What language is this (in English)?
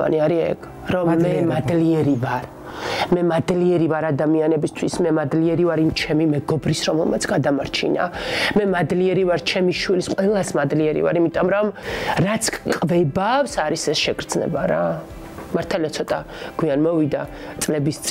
Georgian